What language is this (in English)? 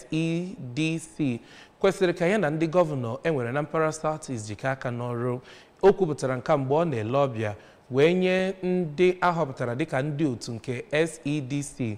Igbo